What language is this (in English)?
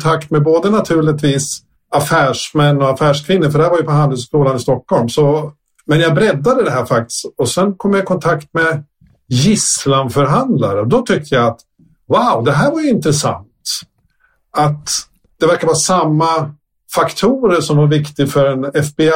Swedish